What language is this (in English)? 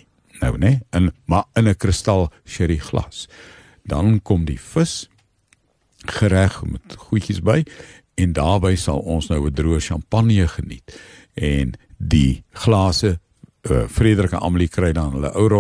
Afrikaans